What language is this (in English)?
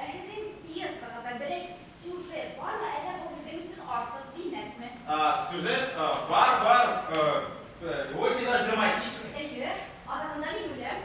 Bashkir